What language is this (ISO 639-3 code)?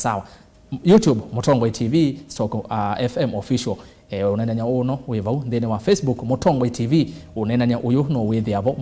kam